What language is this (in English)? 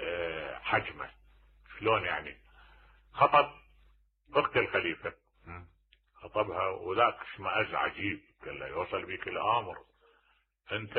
Mesopotamian Arabic